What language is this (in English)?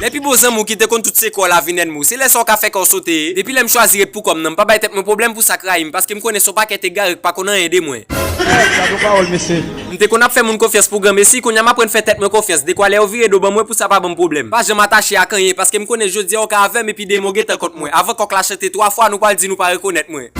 Haitian Creole